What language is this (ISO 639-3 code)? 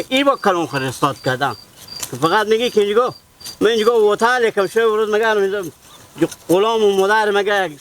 fas